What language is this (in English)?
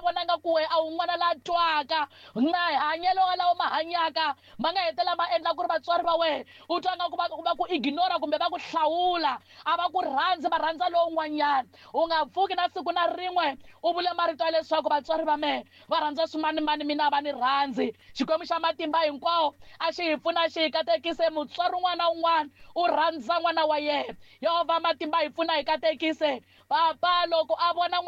Tsonga